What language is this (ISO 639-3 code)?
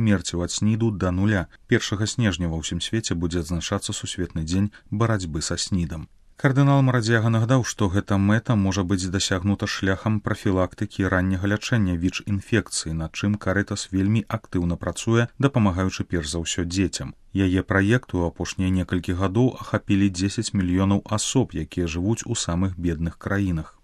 bel